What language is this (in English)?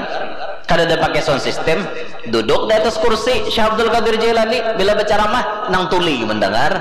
Banjar